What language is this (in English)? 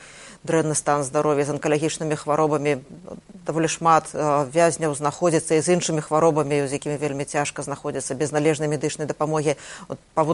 Belarusian